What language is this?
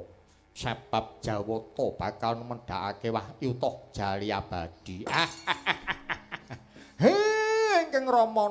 Javanese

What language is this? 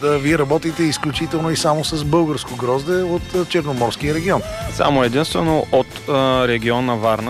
Bulgarian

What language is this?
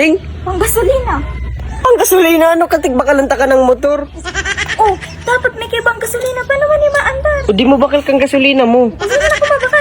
Bikol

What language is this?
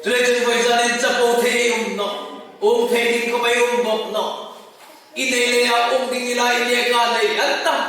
Hmar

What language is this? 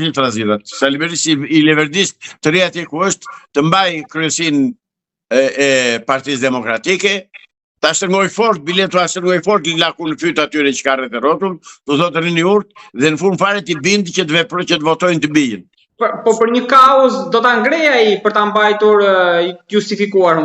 Albanian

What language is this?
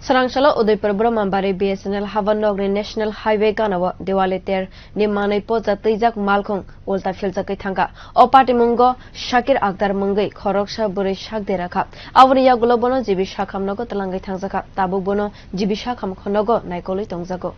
Kok Borok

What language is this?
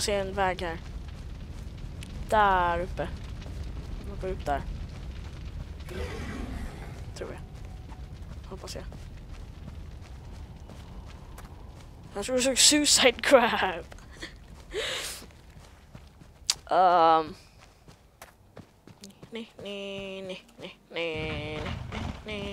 Swedish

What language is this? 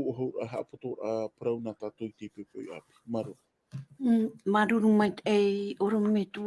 Tahitian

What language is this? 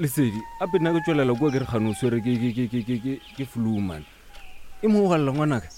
Northern Sotho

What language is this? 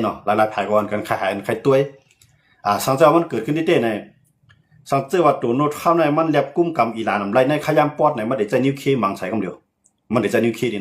Shan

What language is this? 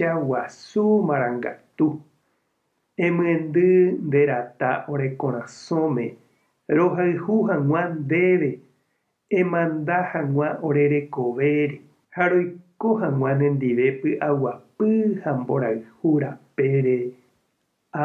Guarani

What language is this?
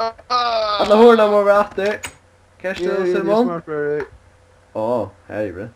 Faroese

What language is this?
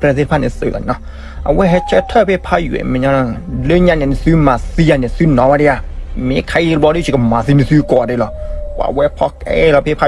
S'gaw Karen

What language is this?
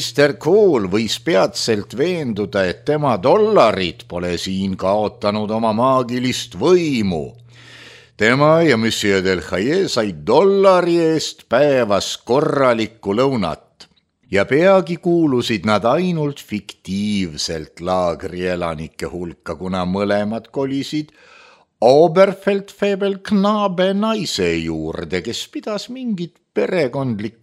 Estonian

